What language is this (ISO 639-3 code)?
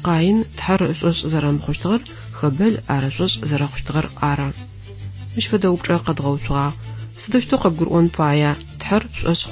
ady